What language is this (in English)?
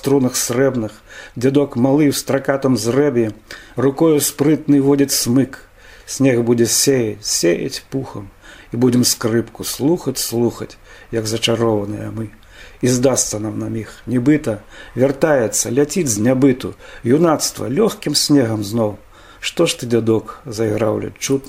Belarusian